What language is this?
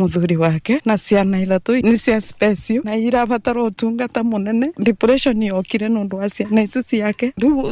Kikuyu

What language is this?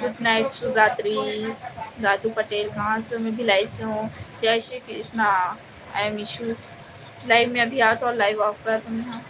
Chhattisgarhi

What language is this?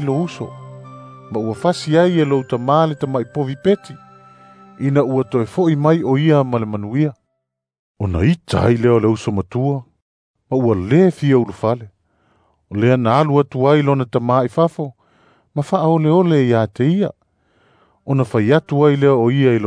Samoan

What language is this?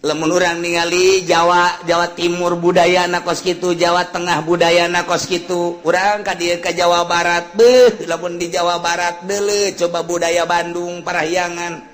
Sundanese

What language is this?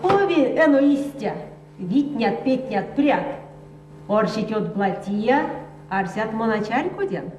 Erzya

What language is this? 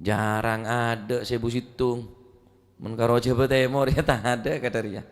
Madurese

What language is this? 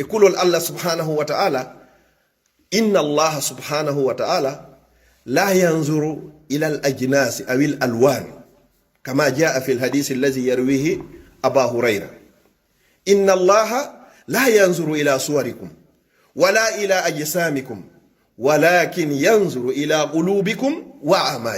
Fula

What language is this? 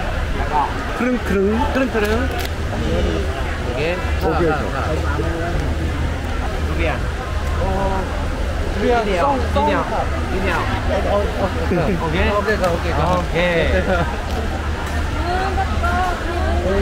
Thai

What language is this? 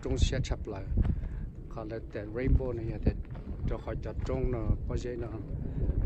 Hmong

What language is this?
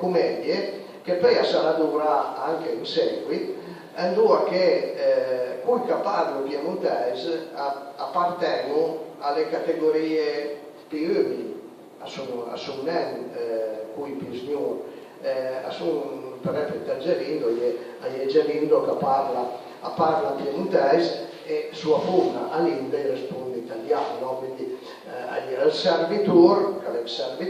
Piedmontese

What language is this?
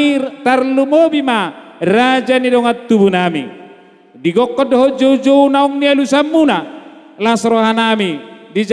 Batak Toba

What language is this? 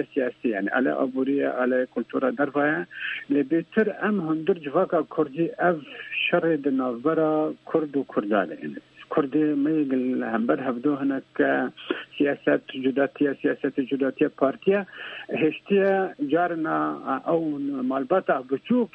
Kurdish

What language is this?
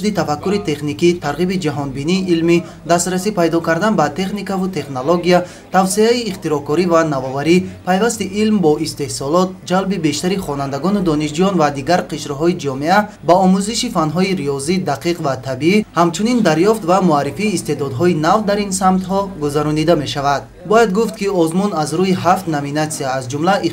Tajik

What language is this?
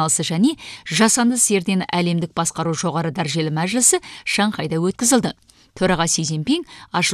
Kazakh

